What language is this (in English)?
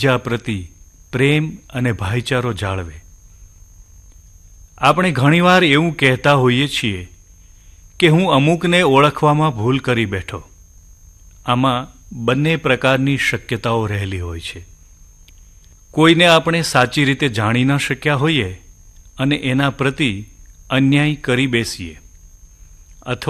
Gujarati